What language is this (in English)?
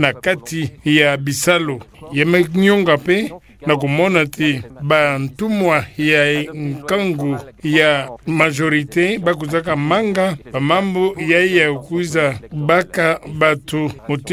Kituba (Democratic Republic of Congo)